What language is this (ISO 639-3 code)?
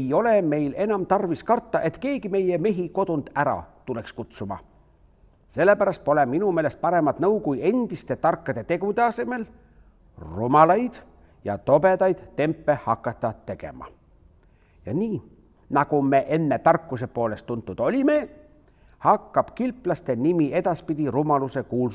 est